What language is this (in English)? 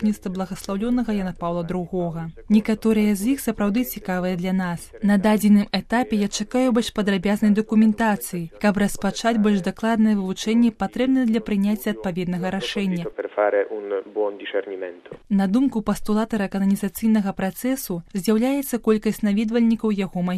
Belarusian